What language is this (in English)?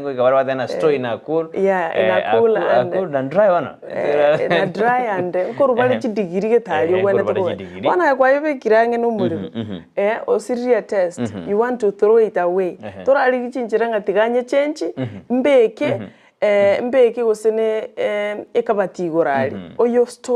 Gusii